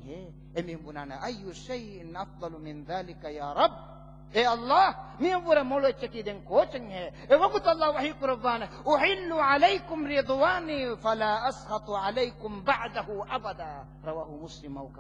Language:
Divehi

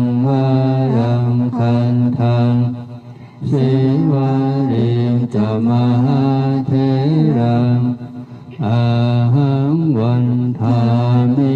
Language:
Pali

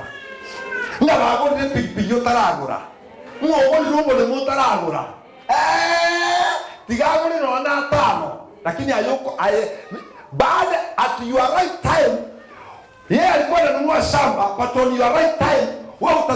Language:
Gusii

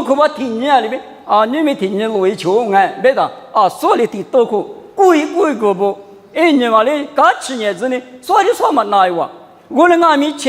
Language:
Lisu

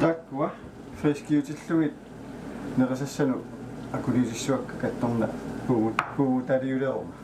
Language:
Kalaallisut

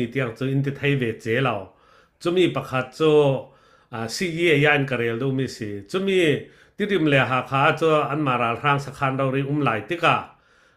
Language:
Falam Chin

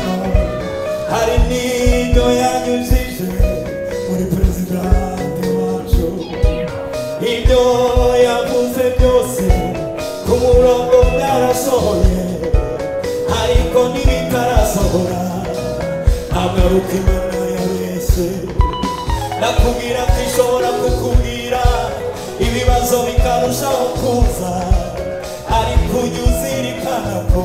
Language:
Kinyarwanda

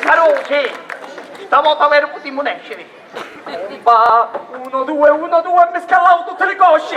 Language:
Sicilian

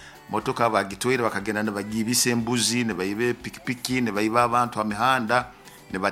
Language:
Nyoro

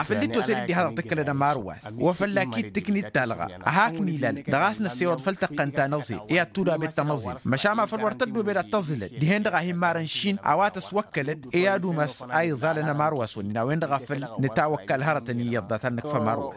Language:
Tamasheq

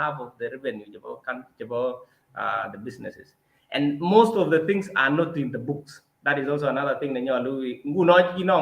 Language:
Kalenjin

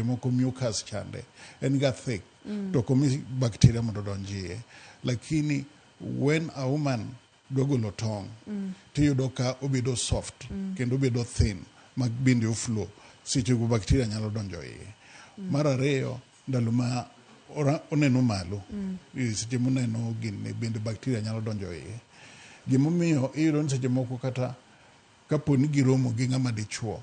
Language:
Luo (Kenya and Tanzania)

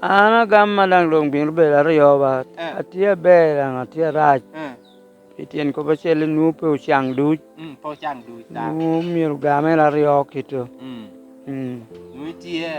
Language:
Lango (Uganda)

